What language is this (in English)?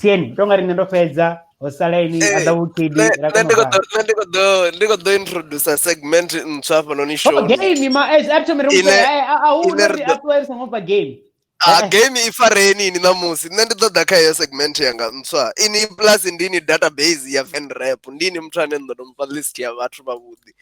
Venda